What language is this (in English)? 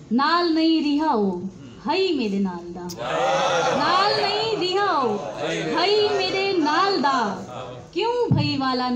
Saraiki